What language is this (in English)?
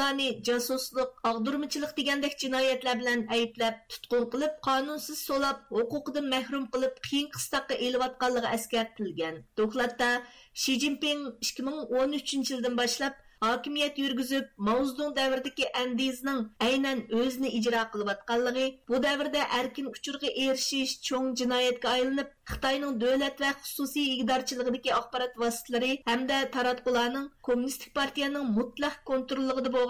Uyghur